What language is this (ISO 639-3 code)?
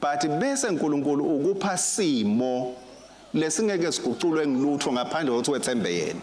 ssw